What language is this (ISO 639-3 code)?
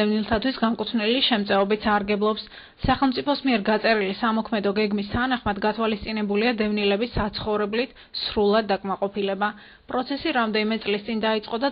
kat